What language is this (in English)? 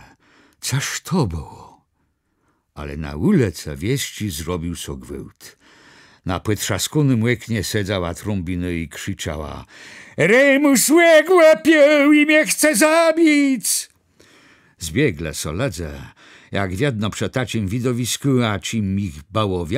Kashubian